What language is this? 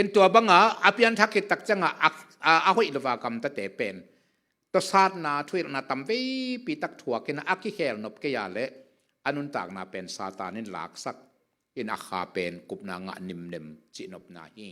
Tedim Chin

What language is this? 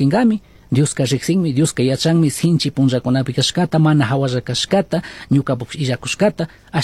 Chimborazo Highland Quichua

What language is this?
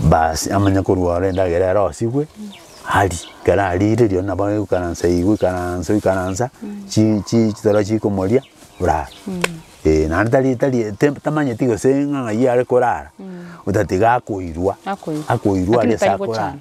Gusii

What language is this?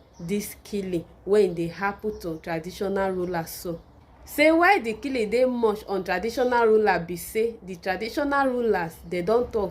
Nigerian Pidgin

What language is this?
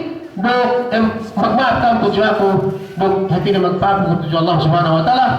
Yakan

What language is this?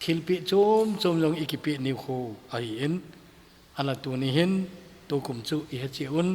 Thado Chin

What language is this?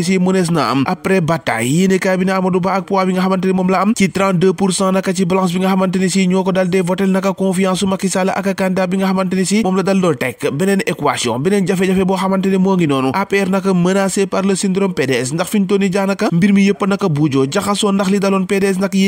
Wolof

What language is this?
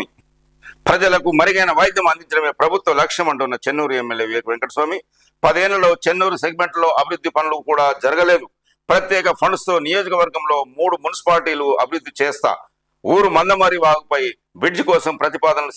Telugu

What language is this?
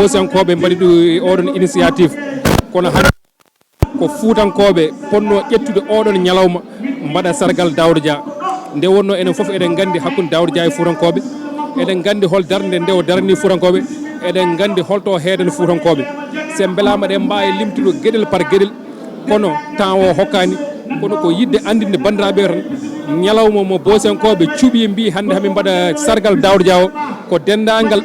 Fula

